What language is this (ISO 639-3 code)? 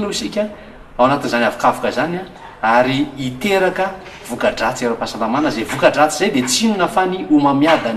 mlg